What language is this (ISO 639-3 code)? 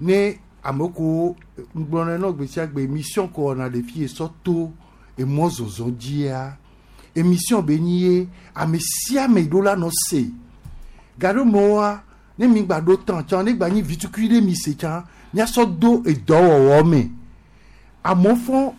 gej